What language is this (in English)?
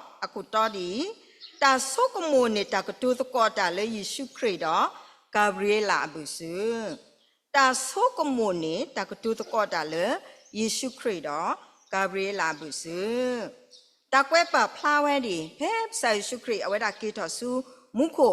S'gaw Karen